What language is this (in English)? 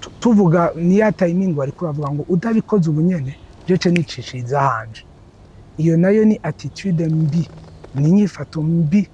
Rundi